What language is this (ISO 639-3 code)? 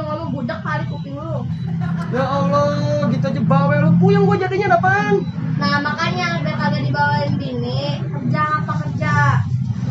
bew